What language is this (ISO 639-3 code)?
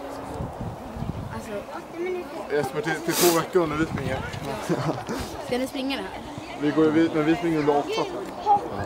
swe